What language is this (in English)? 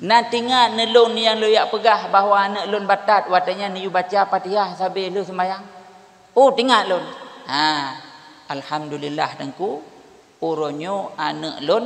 Achinese